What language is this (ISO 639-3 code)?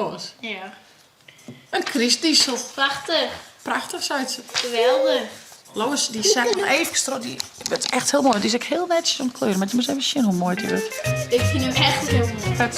fry